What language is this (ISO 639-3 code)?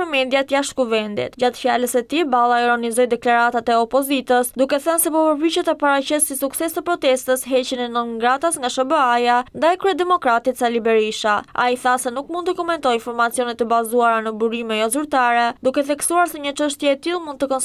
sqi